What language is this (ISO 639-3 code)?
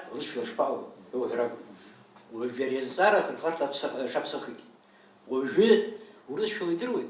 abk